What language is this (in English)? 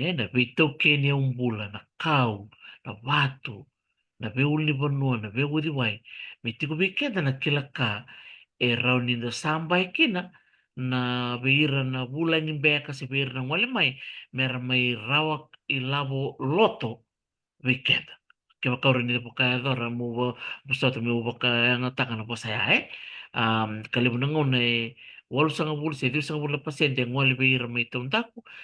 Fijian